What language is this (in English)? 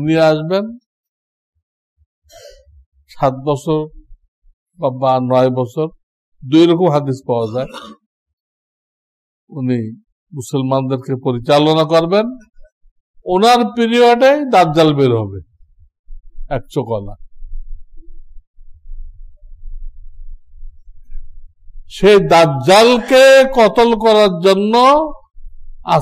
Bangla